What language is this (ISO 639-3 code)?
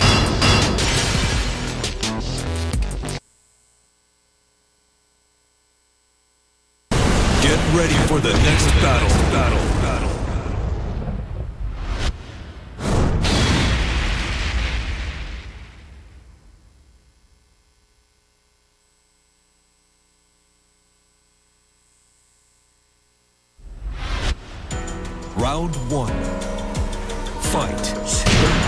eng